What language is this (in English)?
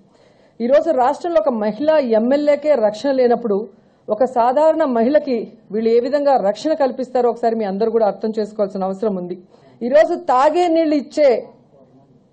Telugu